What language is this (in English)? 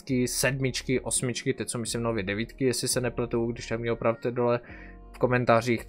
Czech